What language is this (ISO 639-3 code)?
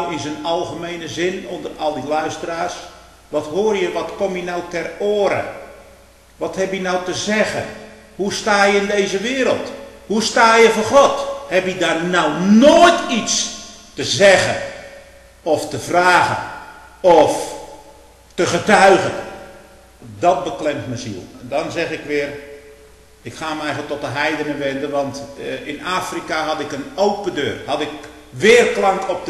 nld